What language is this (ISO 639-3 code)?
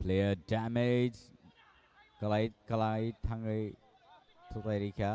trp